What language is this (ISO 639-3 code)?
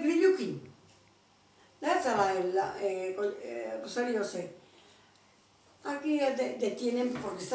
eus